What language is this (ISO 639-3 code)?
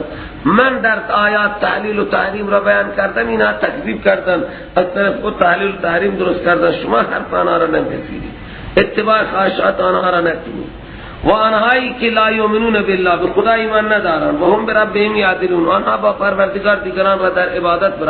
fas